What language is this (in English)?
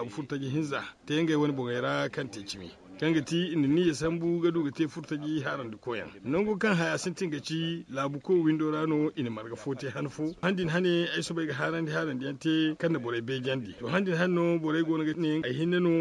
Zarma